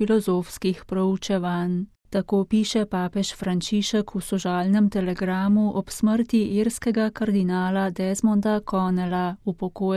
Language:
Slovenian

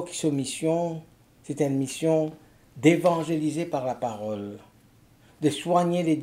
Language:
Morisyen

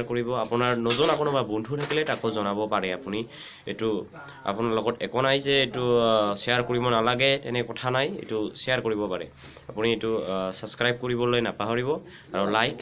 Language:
Assamese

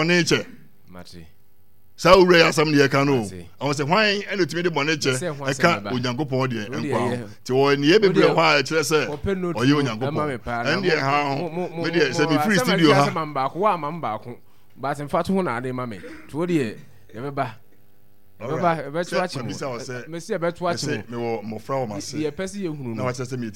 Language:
Akan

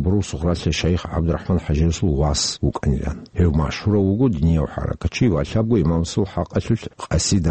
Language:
Avaric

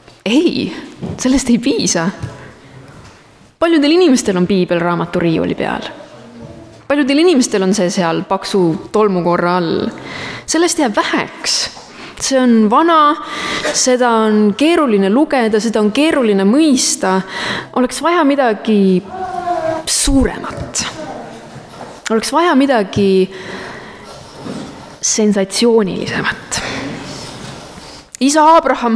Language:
Estonian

